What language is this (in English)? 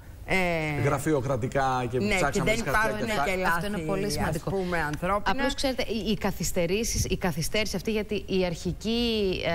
Greek